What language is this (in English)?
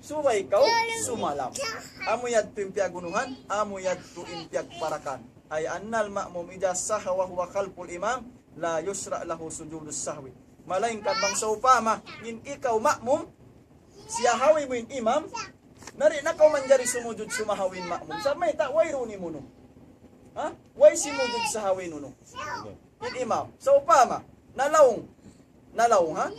Tausug